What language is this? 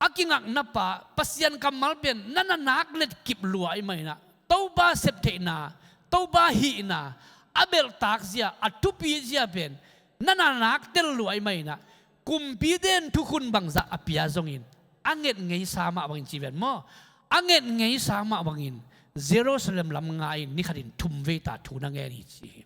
Tedim Chin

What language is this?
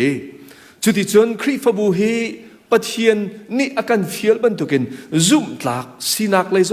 Hakha Chin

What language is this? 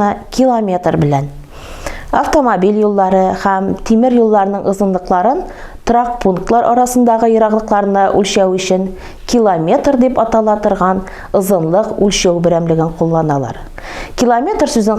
Tatar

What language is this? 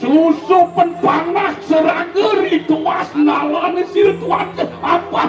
Balinese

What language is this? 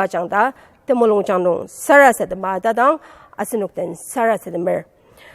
Ao Naga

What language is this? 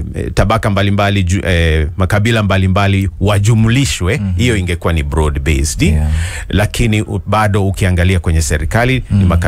Swahili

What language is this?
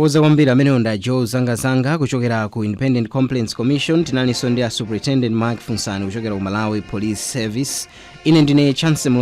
Nyanja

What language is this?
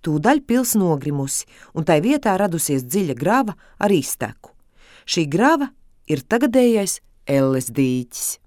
Latvian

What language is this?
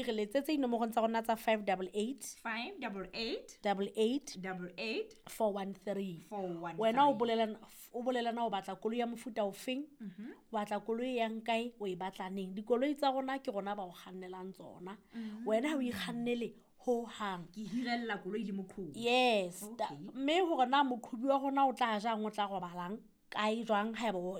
Southern Sotho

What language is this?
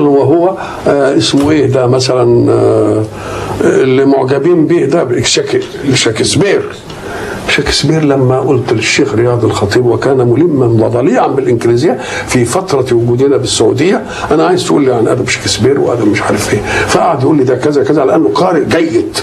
Egyptian Arabic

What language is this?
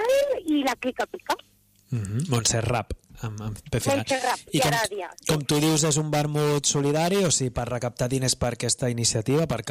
Catalan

